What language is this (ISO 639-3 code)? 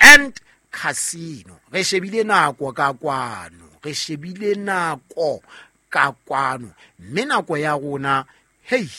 sot